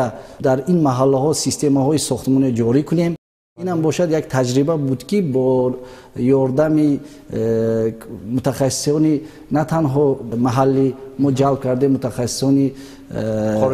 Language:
Tajik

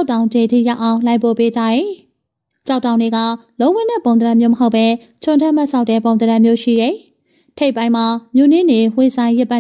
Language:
Burmese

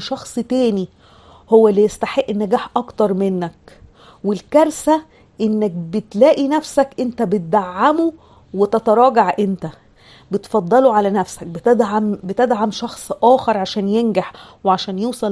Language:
Egyptian Arabic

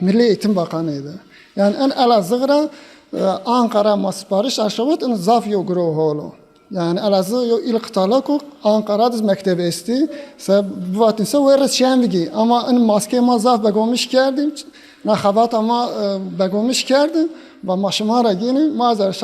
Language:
Zaza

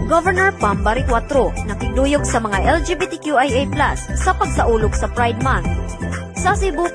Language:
Cebuano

